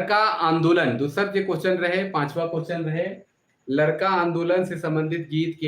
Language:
Sadri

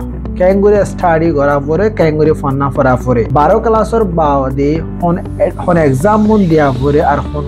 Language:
Assamese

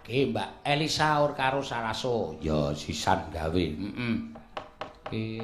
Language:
Javanese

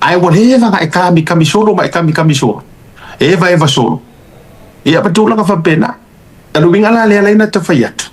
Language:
Samoan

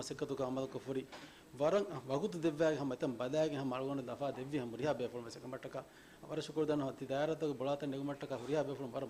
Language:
Divehi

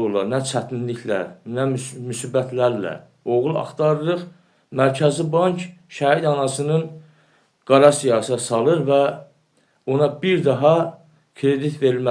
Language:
Azerbaijani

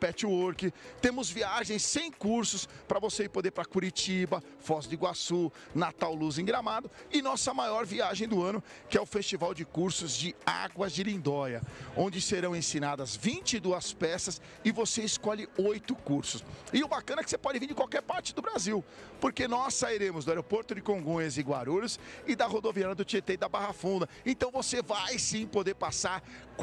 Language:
Portuguese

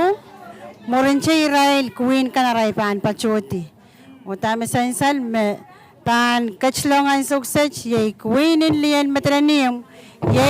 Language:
Pohnpeian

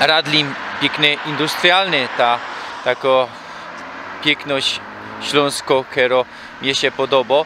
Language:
Silesian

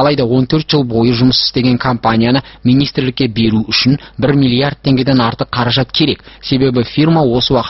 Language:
Kazakh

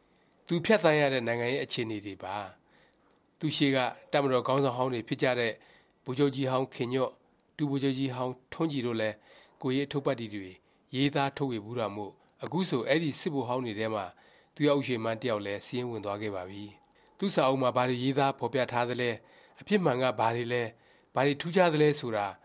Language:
Burmese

